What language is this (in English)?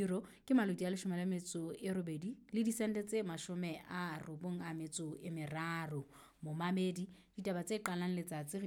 Southern Sotho